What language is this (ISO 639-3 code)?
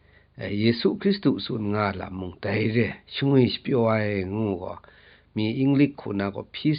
kac